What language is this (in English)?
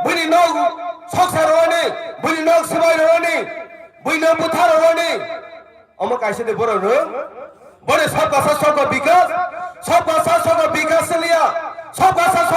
Kok Borok